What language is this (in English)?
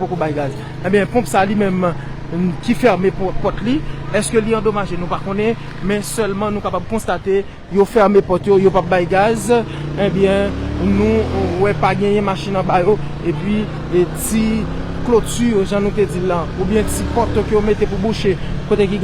Haitian Creole